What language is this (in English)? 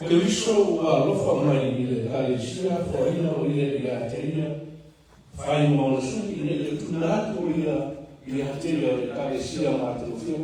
Samoan